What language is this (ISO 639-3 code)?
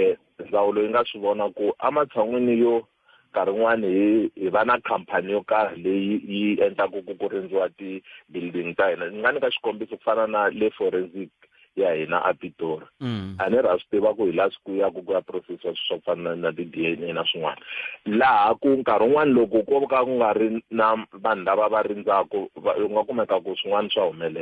tso